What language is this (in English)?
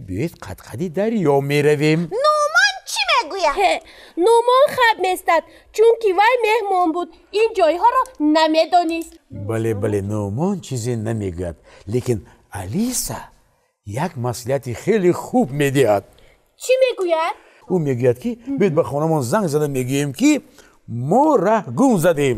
Tajik